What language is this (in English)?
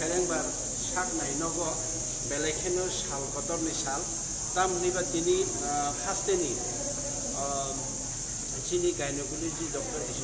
Kok Borok